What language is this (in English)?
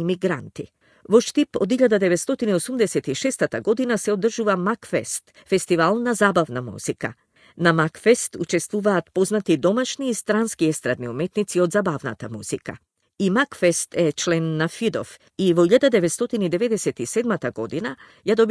Macedonian